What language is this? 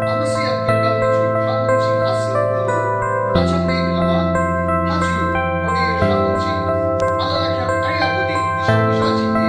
Yimchungru Naga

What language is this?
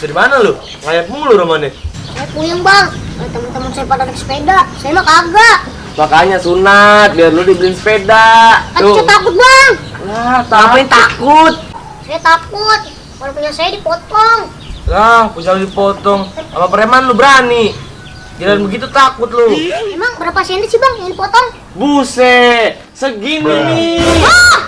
Betawi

